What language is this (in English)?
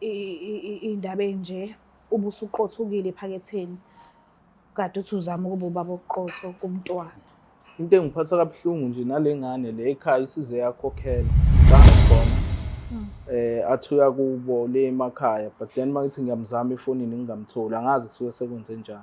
Zulu